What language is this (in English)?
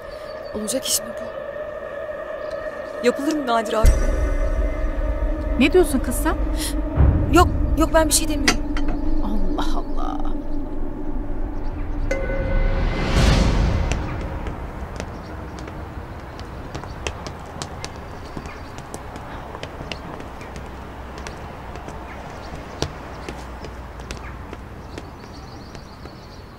Turkish